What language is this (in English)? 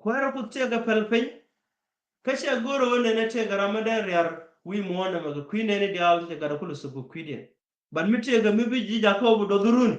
Nuer